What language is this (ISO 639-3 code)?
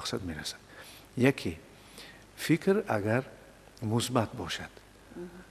tgk